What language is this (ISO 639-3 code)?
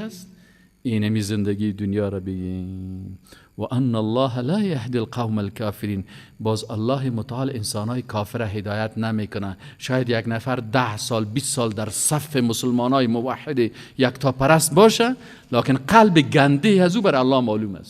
fas